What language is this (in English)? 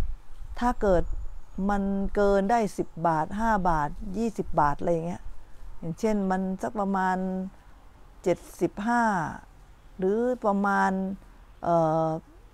Thai